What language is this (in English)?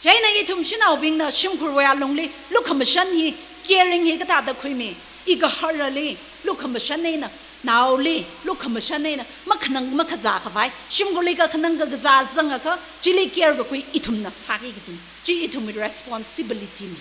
Tangkhul Naga (India)